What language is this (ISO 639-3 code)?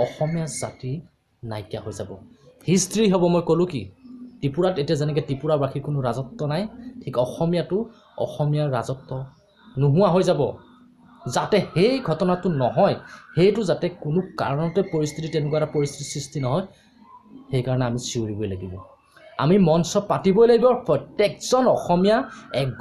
asm